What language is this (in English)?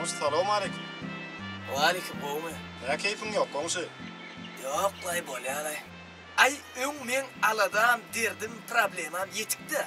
Turkmen